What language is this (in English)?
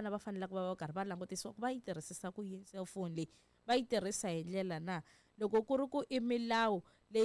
Tsonga